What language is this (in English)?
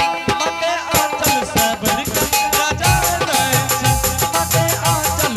Angika